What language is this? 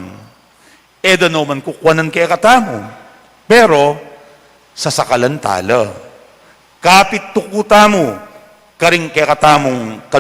Pampanga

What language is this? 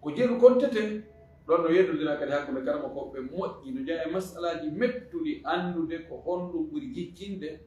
Fula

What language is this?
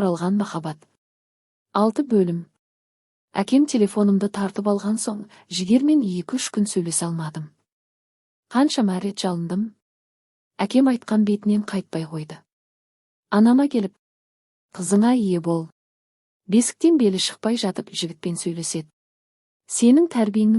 Kazakh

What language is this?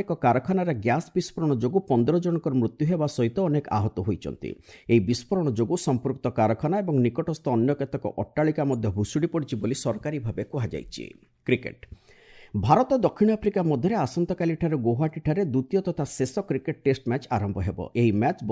Odia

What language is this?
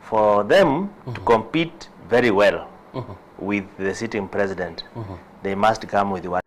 Gusii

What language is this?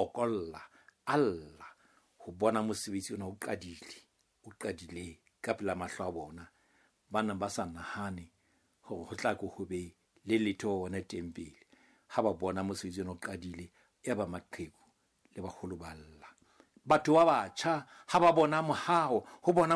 Southern Sotho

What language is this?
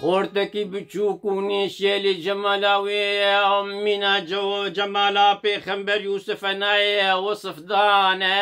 Kurdish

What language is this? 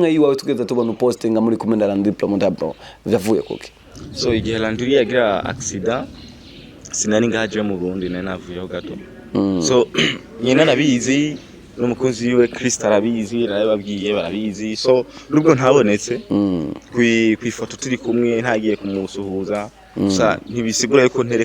Rundi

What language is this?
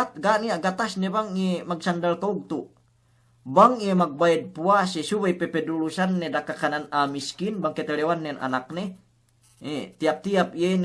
Yakan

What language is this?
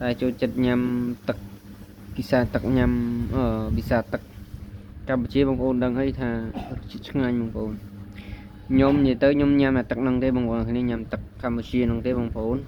Khmer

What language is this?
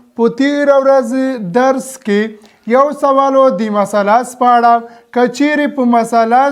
Pashto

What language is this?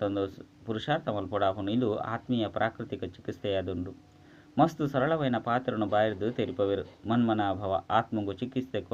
Tulu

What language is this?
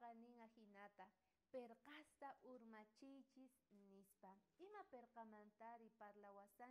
South Bolivian Quechua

